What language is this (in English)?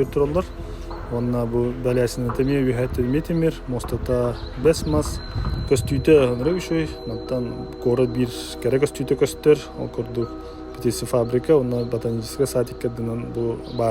Yakut